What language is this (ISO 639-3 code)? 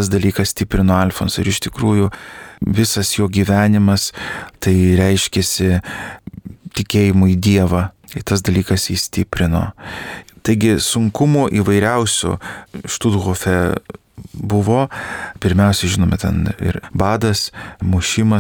lit